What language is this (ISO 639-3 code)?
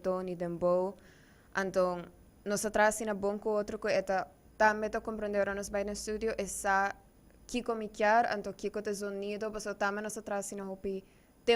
pap